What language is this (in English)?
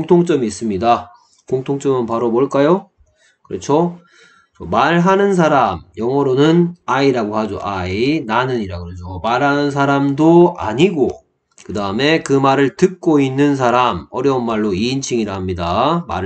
Korean